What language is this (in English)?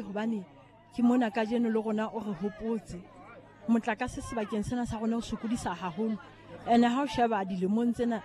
Southern Sotho